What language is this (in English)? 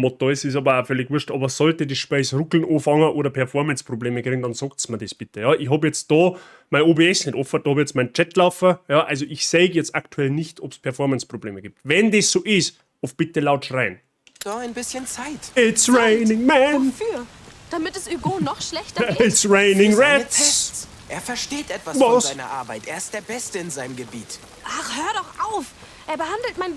Bavarian